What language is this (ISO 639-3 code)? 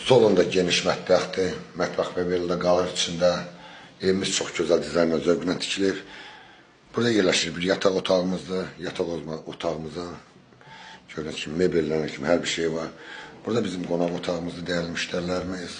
aze